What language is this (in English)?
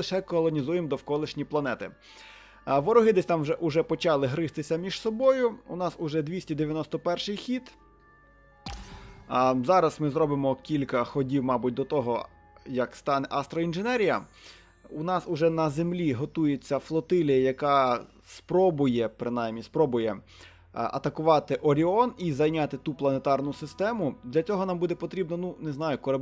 Ukrainian